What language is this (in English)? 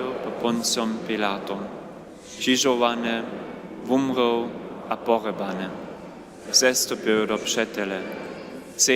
Upper Sorbian